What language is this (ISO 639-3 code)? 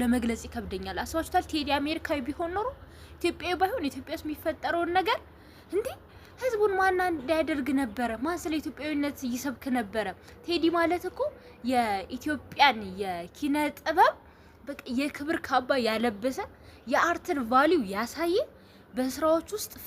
amh